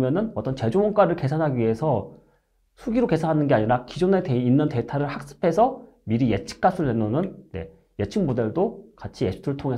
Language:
Korean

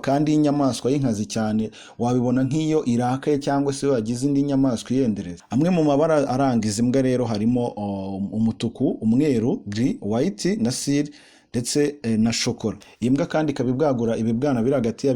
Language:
Kinyarwanda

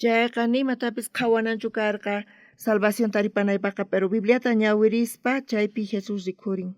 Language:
South Bolivian Quechua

